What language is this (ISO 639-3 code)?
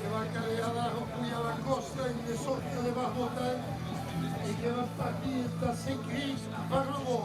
oci